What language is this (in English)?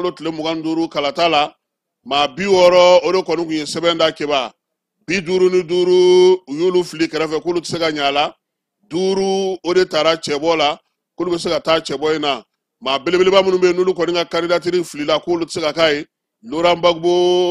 Bambara